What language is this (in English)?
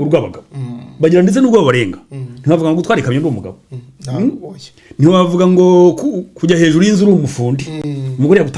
Kinyarwanda